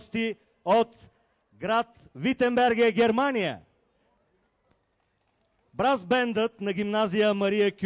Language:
Bulgarian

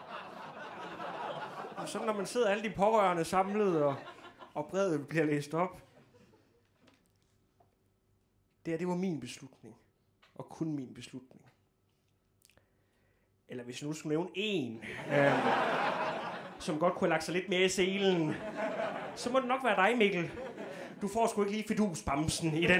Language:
Danish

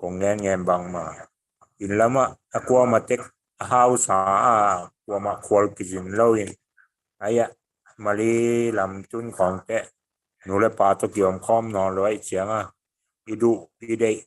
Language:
Tedim Chin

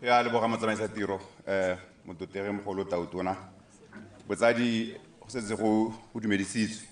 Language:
Tswana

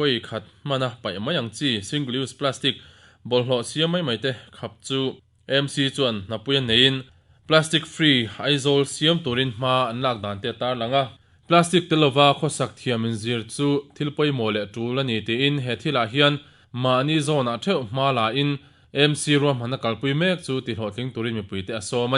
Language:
Mizo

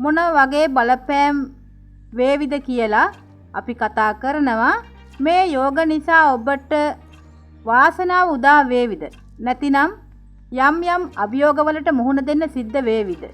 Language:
Sinhala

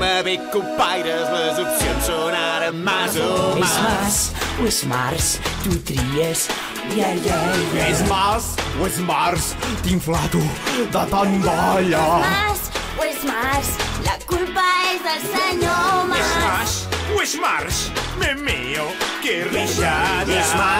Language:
Catalan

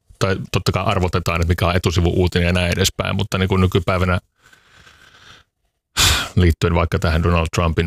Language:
Finnish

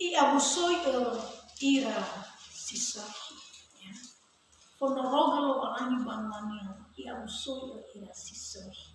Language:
Nias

